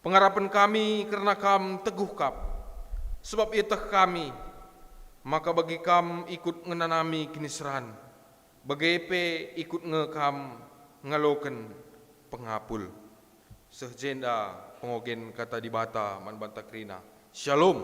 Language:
Batak Karo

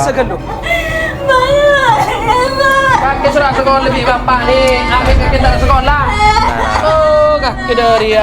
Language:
Madurese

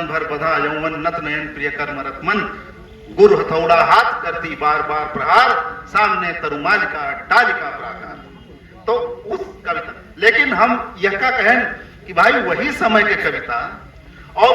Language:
Awadhi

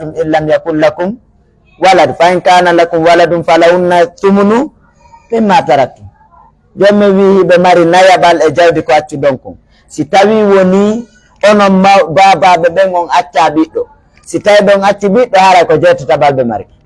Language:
Pular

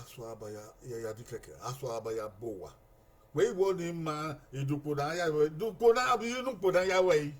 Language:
Bini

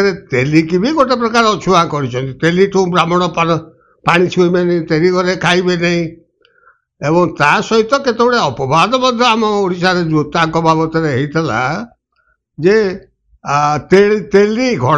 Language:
Odia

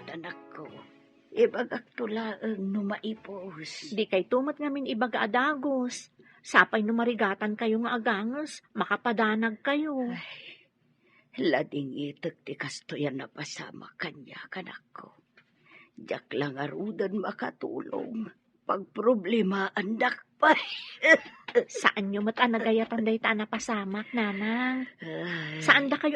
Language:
Iloko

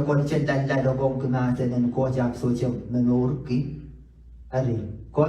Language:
Pohnpeian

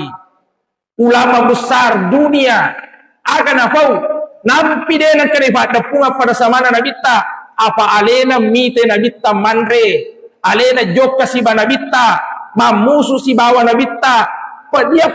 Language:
Buginese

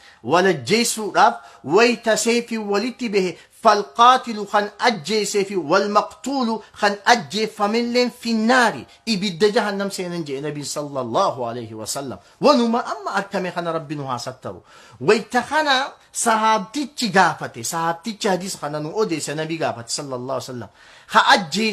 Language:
Oromo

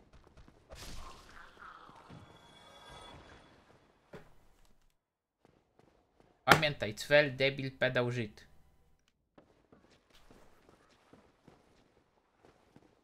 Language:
Polish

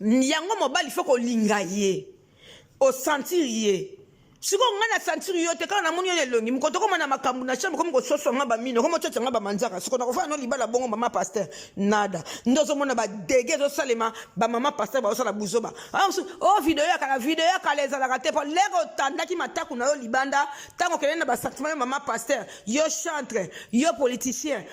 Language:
Lingala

